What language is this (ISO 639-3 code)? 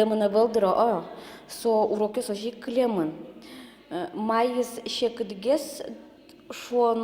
udm